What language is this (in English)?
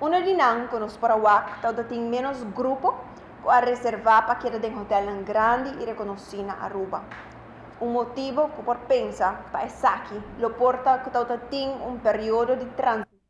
Papiamento